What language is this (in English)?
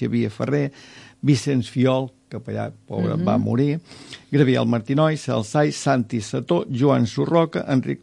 Catalan